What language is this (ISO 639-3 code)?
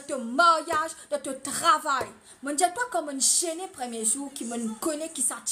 mfe